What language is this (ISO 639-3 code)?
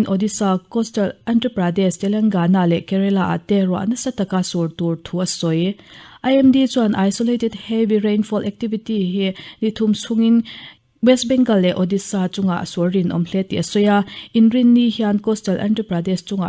lus